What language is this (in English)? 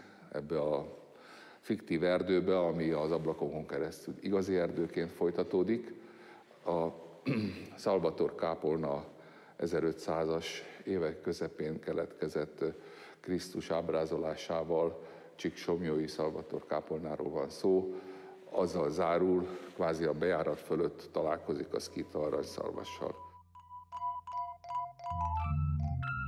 Hungarian